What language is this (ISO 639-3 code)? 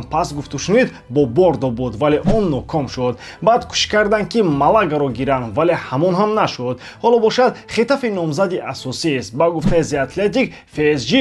tgk